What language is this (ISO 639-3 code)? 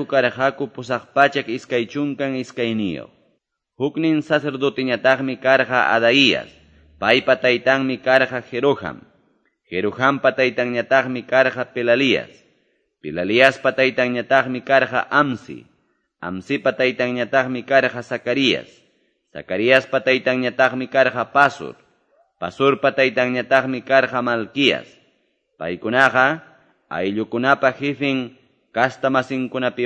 que